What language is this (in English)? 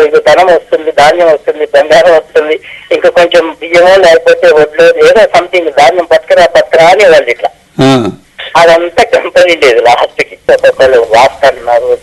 Telugu